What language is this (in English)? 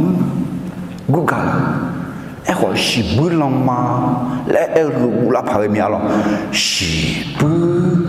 Akha